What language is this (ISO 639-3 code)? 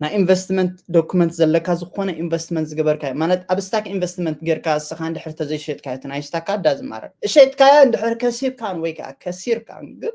tir